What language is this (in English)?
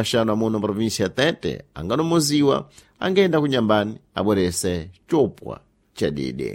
Sena